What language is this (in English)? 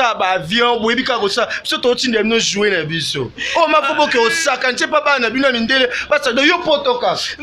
Lingala